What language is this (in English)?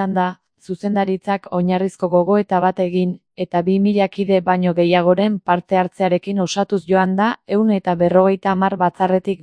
Basque